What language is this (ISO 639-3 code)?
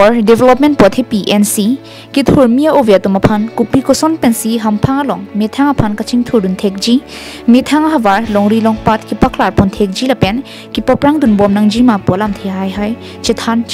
mjw